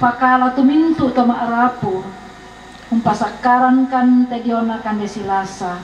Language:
Toraja-Sa'dan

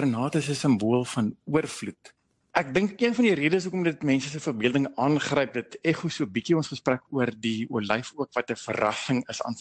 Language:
Afrikaans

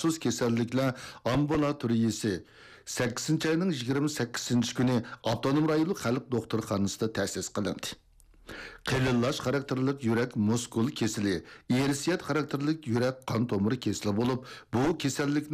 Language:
Uyghur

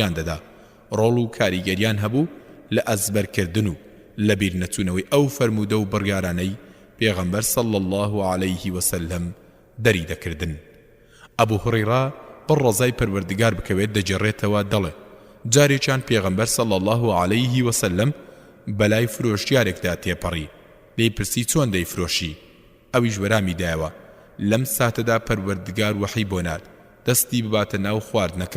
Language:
Central Kurdish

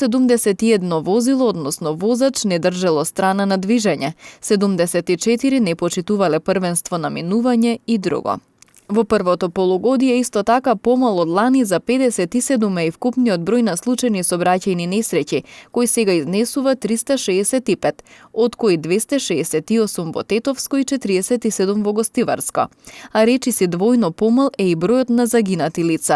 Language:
Macedonian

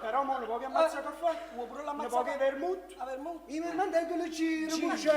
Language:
Neapolitan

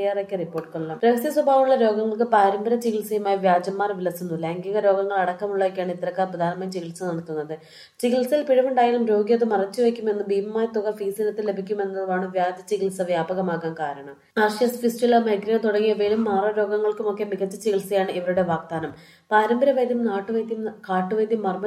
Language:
Malayalam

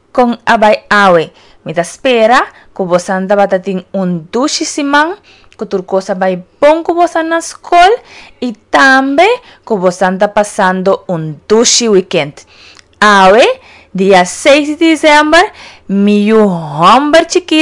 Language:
Papiamento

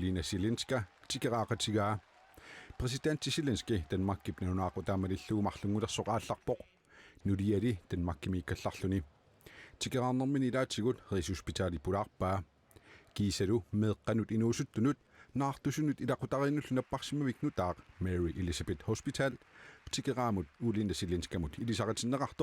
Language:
Kalaallisut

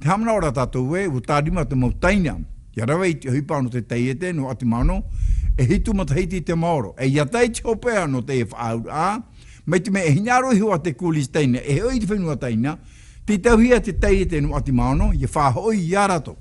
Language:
Tahitian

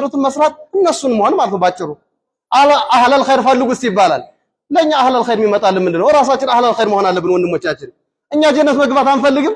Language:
Amharic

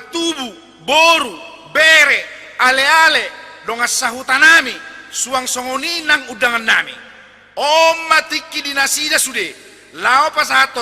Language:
Batak Toba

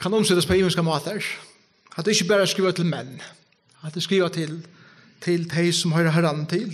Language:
Faroese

